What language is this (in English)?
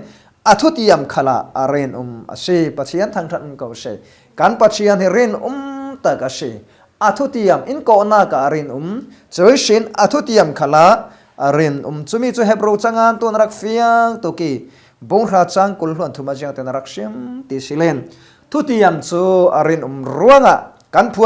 Falam Chin